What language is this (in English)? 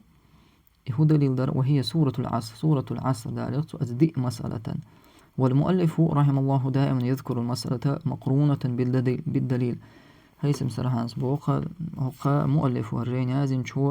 Chechen